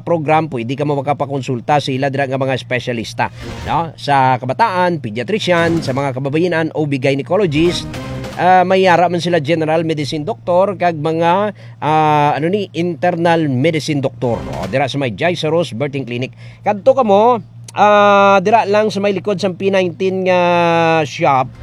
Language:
Hiligaynon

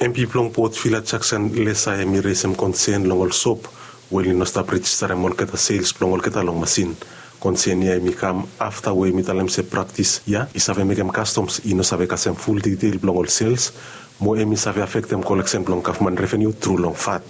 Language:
Bislama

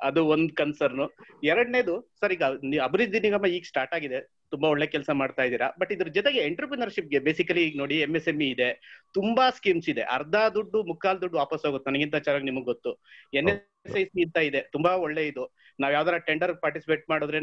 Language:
Kannada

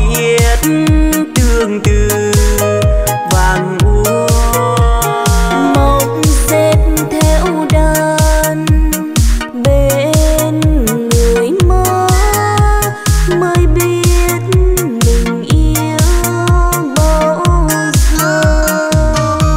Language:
Vietnamese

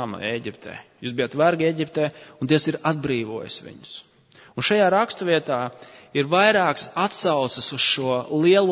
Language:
Latvian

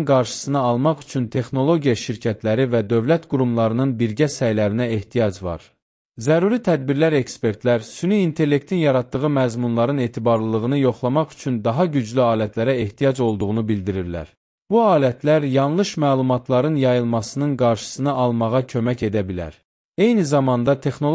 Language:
Azerbaijani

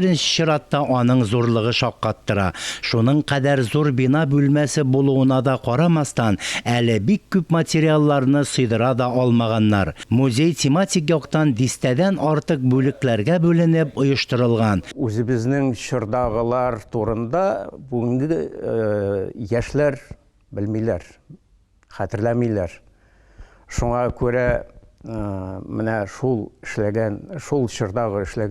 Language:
Tatar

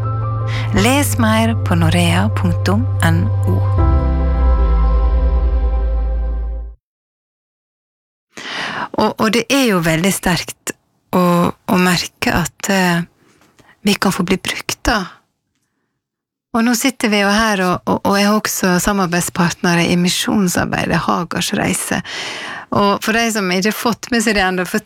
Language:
Norwegian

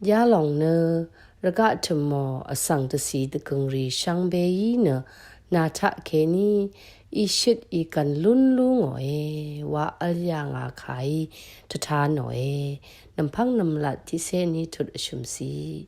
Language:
Rawang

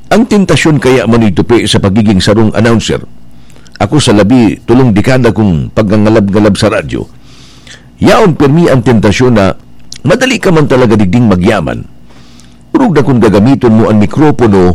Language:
Bikol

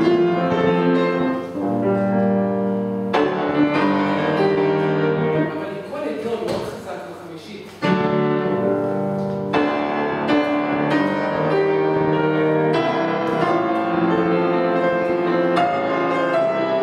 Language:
Hebrew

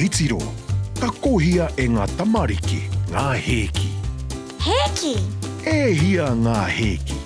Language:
Māori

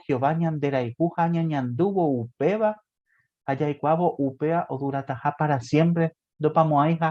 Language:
Guarani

